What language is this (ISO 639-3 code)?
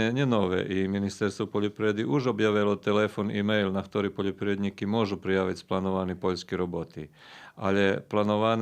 rue